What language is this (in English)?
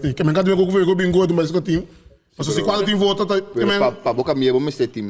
Papiamento